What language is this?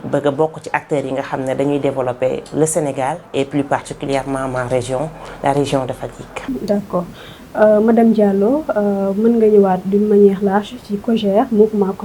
Wolof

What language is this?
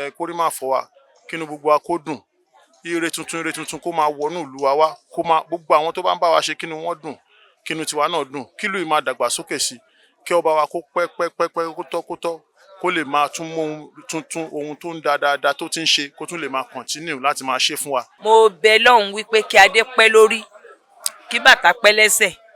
Yoruba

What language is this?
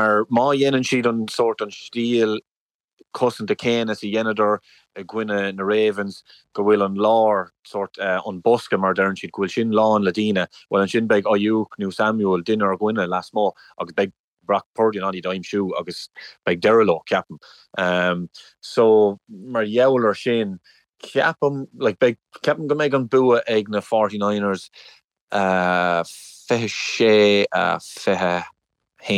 Irish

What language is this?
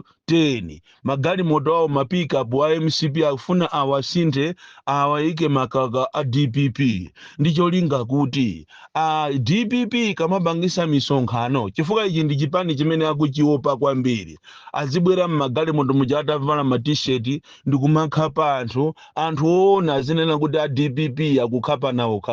Nyanja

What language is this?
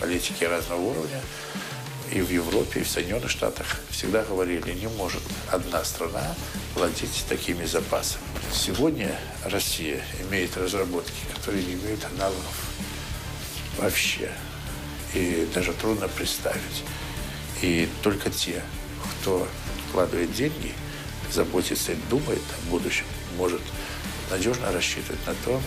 Russian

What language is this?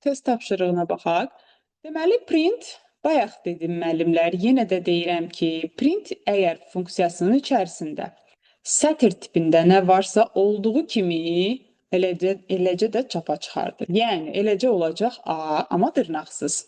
Azerbaijani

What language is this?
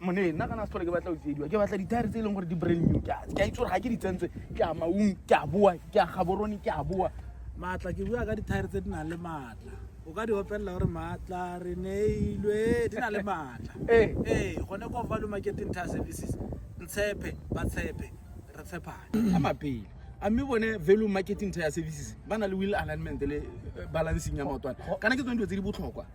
Tswana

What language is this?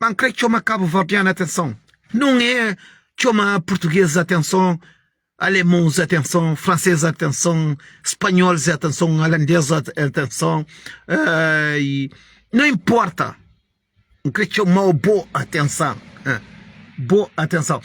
Kabuverdianu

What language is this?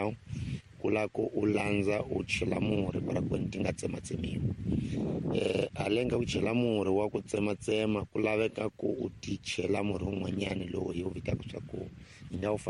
Tsonga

